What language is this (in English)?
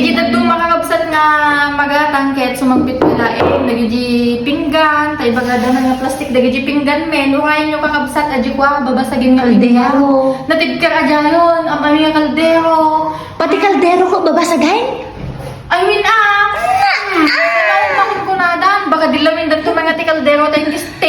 Iloko